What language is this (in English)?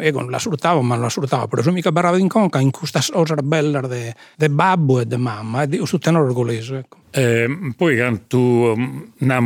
Sardinian